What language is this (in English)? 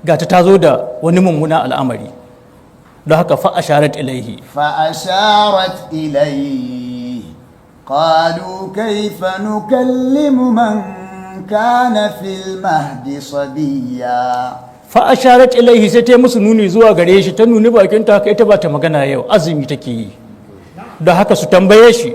Hausa